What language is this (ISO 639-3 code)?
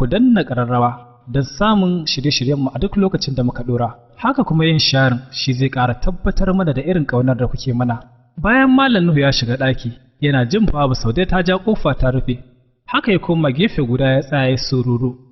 hau